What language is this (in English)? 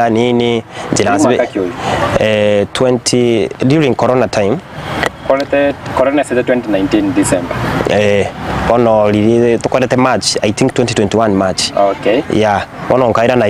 Gusii